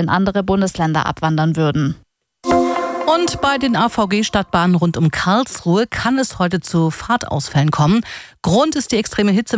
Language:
German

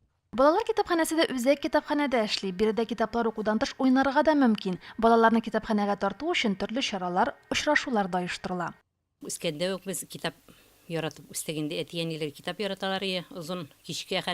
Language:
Tatar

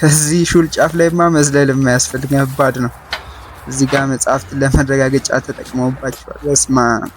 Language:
Amharic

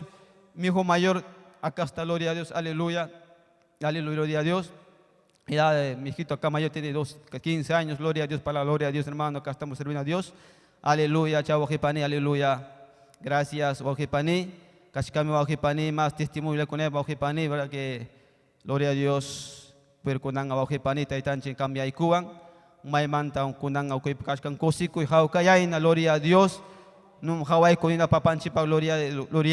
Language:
Ayacucho Quechua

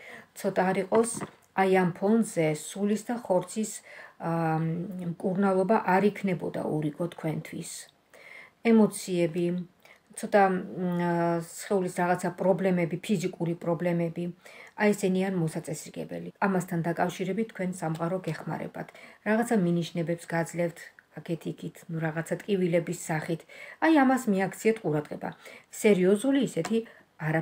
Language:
Georgian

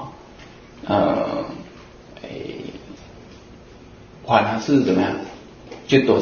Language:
Chinese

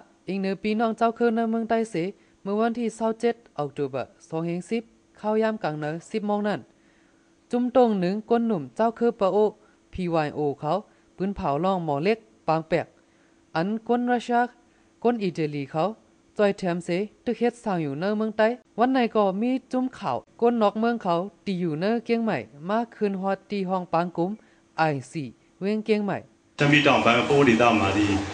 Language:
Shan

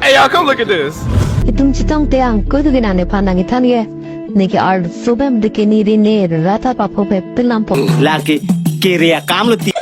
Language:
Karbi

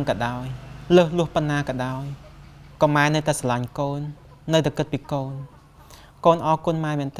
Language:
Khmer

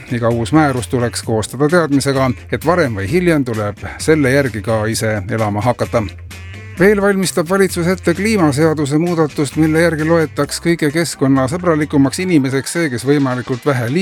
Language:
Estonian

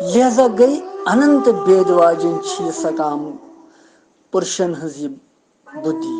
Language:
Kashmiri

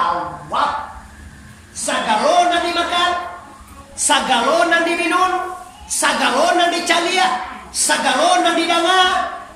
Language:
Minangkabau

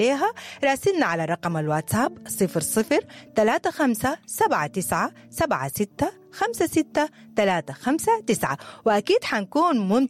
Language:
Sudanese Arabic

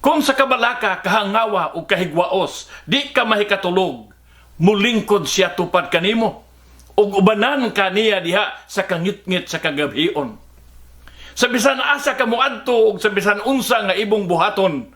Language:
Cebuano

